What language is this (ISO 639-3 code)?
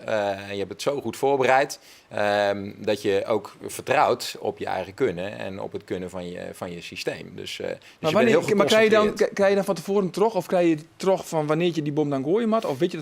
fry